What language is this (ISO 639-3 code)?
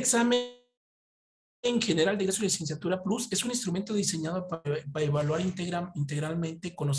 spa